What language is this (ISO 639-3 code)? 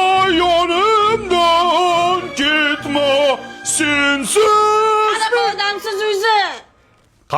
uzb